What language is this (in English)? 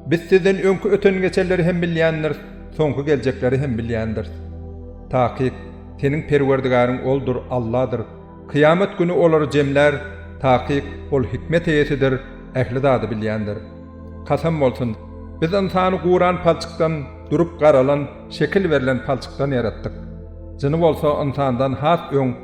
Turkmen